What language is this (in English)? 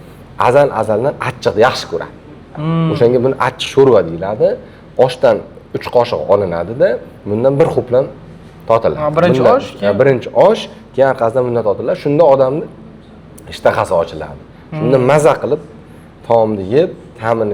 Uzbek